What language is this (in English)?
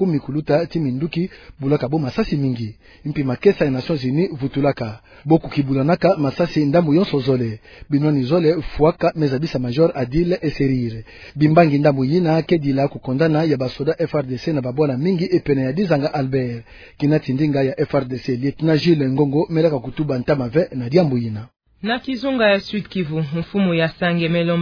Kituba (Democratic Republic of Congo)